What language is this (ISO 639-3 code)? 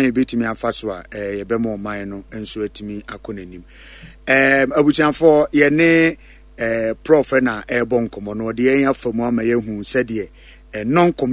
aka